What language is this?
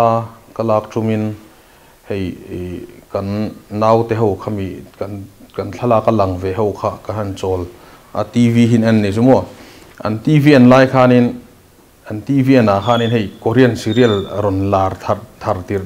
Mizo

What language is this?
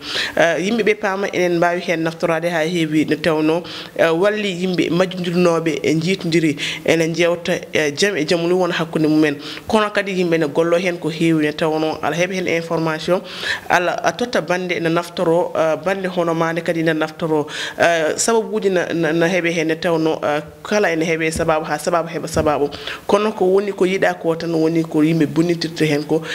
Fula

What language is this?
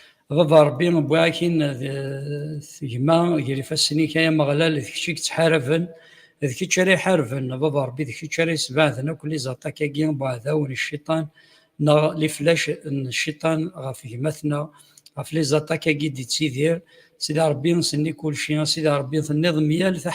Kabyle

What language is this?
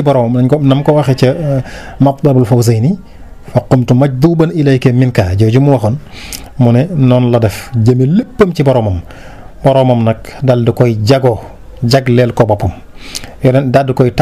Wolof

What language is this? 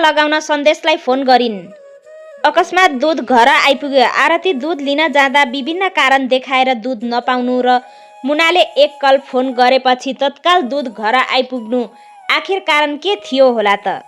Nepali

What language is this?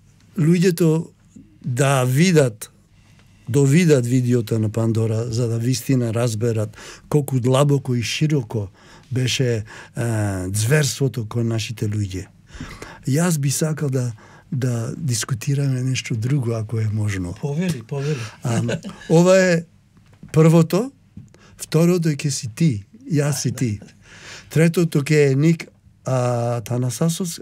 Macedonian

